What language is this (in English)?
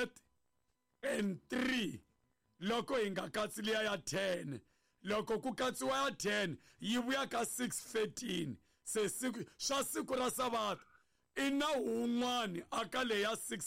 Tsonga